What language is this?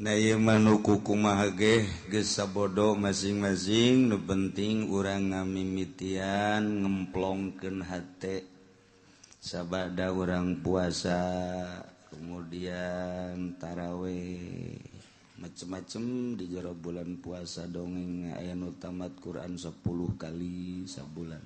Sundanese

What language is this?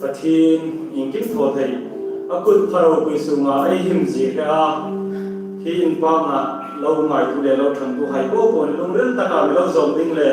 Hmar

